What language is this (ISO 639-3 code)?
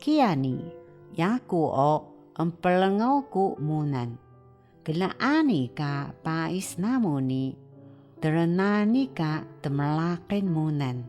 trv